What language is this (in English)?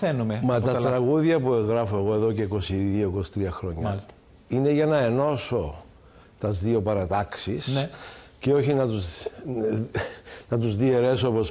Greek